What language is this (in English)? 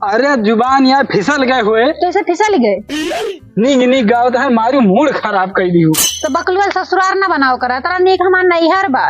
Awadhi